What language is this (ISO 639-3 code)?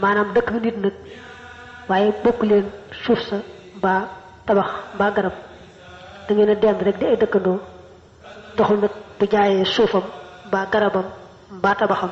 wol